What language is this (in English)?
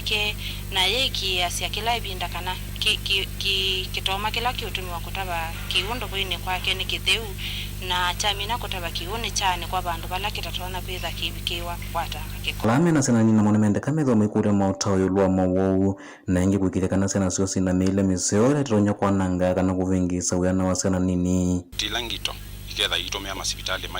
Kamba